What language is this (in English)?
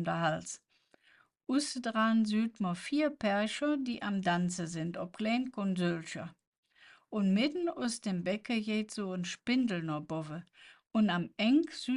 Colognian